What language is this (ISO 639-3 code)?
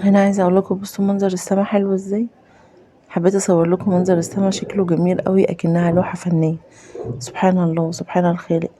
arz